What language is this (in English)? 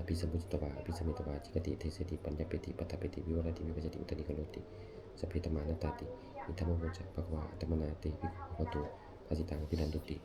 Pali